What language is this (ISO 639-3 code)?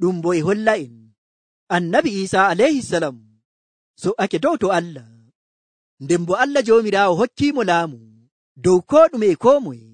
fuv